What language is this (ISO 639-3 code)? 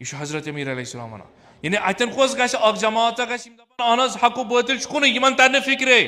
kas